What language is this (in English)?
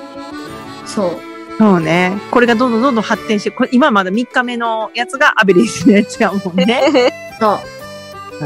Japanese